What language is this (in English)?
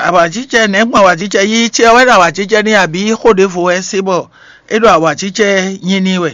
Fon